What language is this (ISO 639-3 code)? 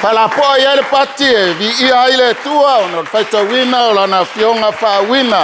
smo